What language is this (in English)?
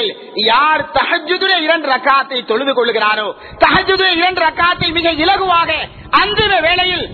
Tamil